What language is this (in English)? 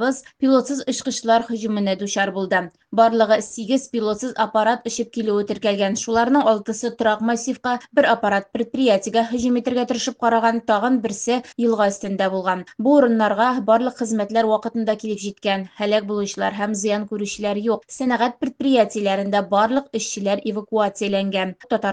Tatar